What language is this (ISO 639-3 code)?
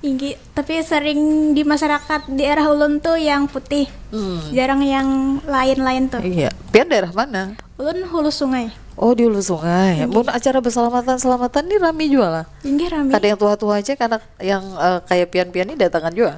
bjn